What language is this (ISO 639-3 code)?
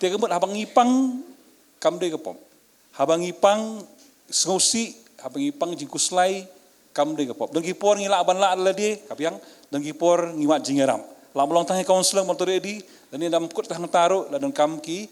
kha